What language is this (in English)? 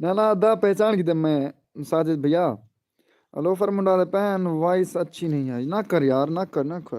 Saraiki